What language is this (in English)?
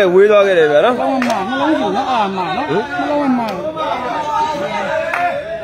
Burmese